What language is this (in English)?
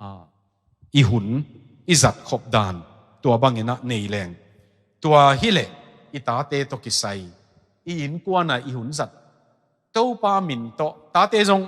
Tedim Chin